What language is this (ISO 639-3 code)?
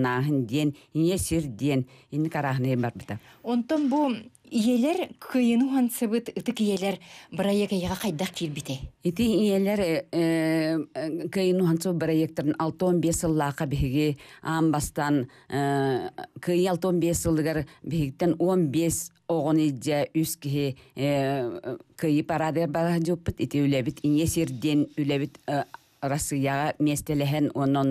sah